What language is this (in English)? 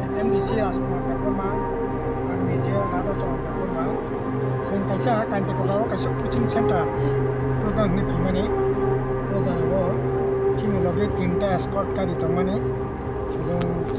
Kok Borok